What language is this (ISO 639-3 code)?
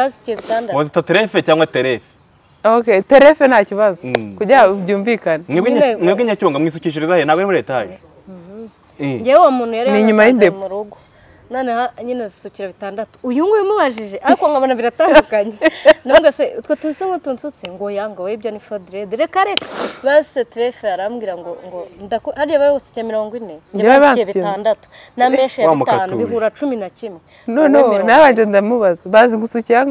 kin